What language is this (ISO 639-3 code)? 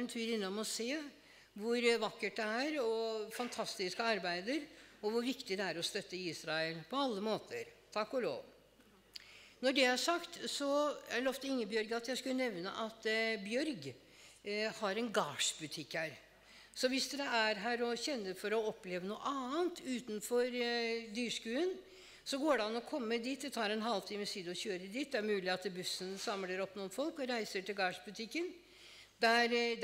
nor